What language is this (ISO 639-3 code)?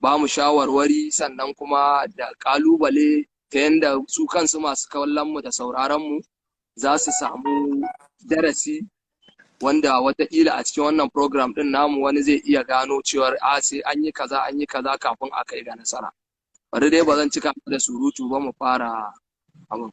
hau